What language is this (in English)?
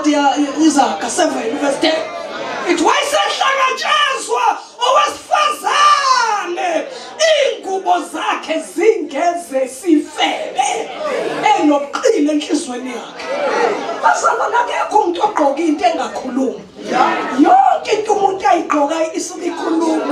Zulu